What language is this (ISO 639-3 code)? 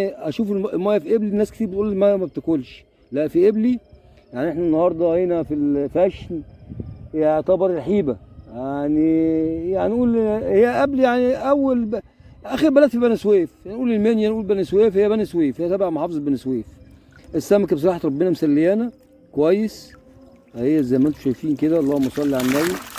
arz